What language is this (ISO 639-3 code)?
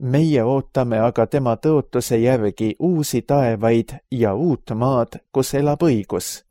est